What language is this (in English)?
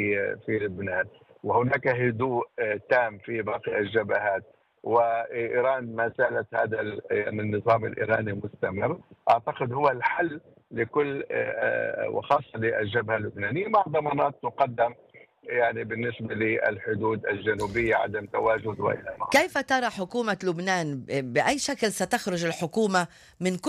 North Levantine Arabic